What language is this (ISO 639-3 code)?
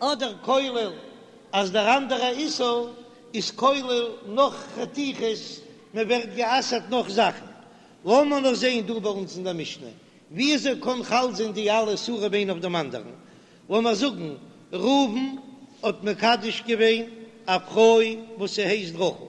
yid